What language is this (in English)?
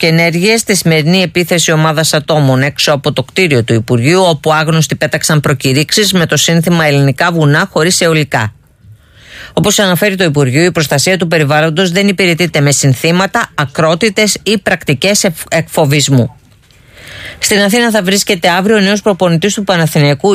Greek